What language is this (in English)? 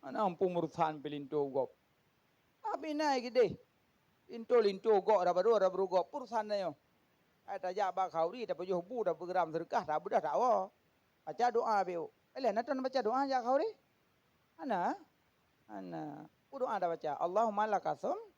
Achinese